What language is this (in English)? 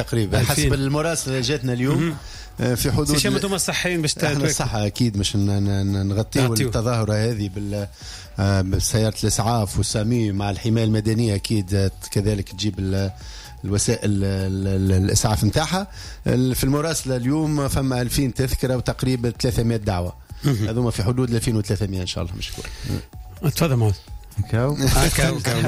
Tunisian Arabic